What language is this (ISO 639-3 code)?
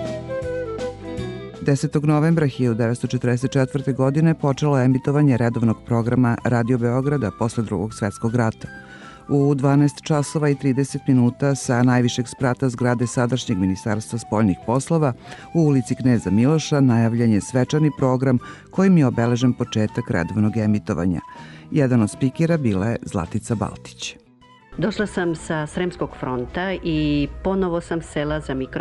srp